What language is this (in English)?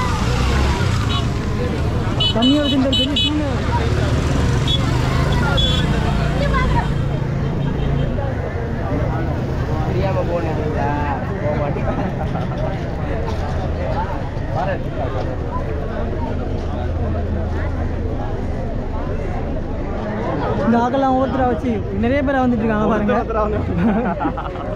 Tamil